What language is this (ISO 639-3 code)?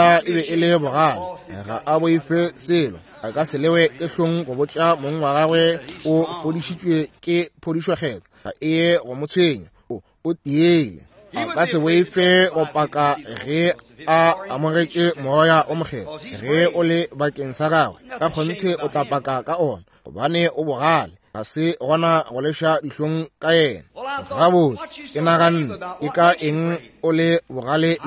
nso